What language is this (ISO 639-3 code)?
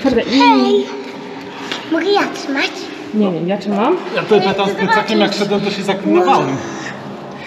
pol